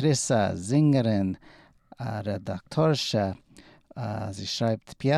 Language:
Yiddish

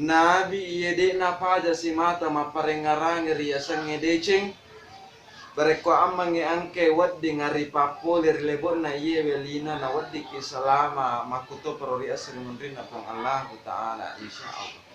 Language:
Buginese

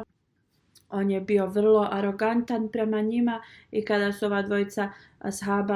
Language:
Bosnian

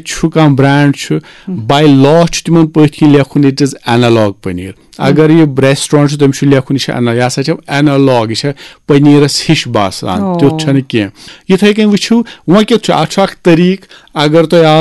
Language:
Kashmiri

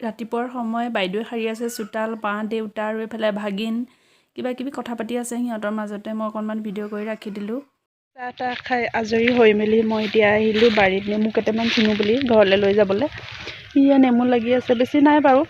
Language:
Assamese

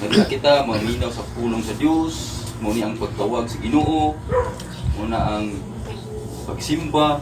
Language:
Cebuano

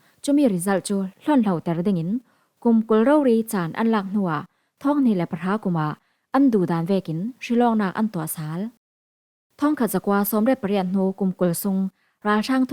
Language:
Falam Chin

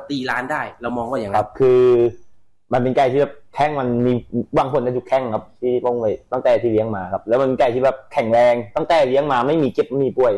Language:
Thai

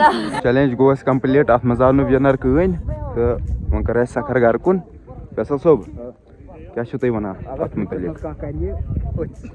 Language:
Kashmiri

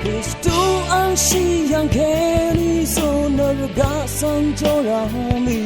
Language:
Rawang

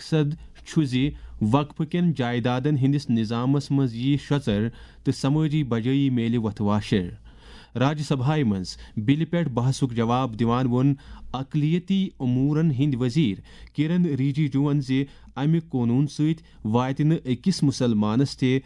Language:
Kashmiri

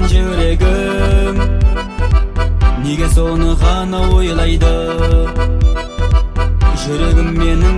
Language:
Kazakh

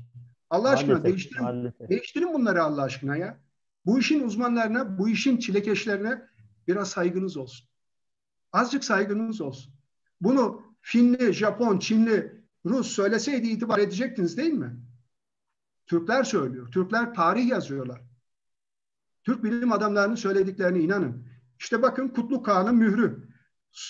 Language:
Turkish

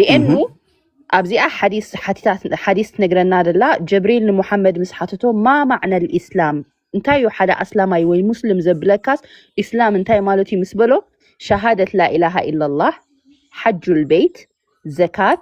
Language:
Tigrinya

